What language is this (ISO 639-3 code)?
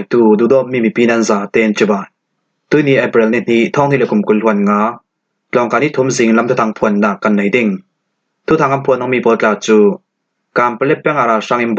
cfm